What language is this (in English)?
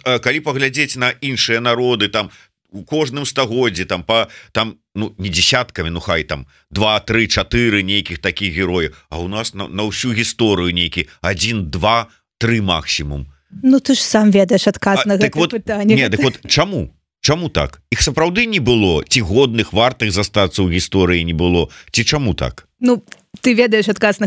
Belarusian